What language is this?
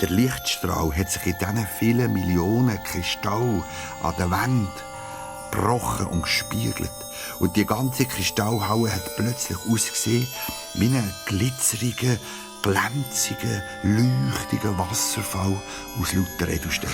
Swiss German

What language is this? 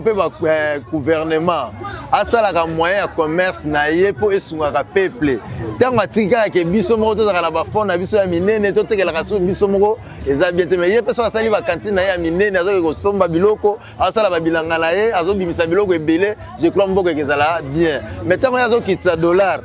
Lingala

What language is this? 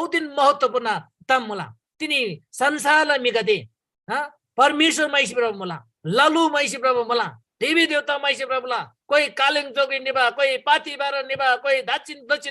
Eastern Tamang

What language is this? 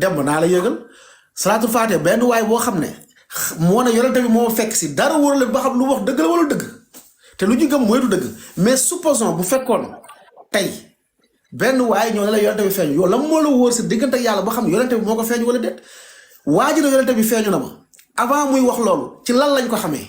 Wolof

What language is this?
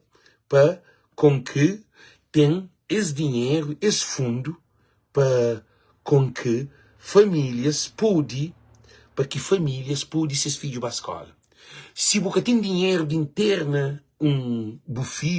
Kabuverdianu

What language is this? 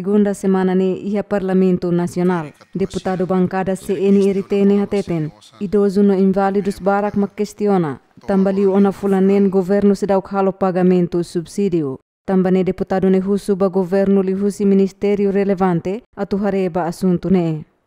Tetum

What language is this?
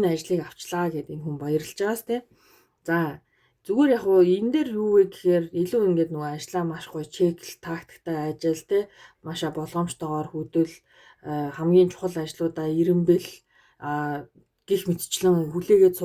Mongolian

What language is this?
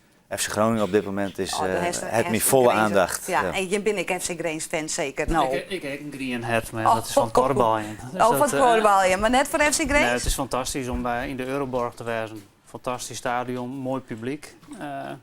Western Frisian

